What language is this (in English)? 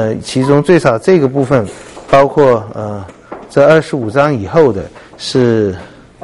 Chinese